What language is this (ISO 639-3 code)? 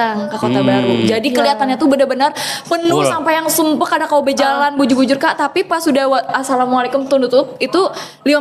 bjn